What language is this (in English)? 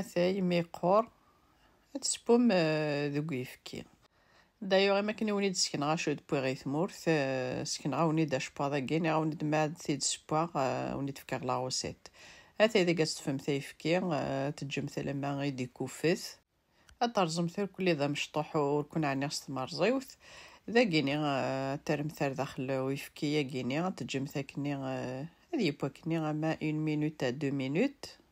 Kabyle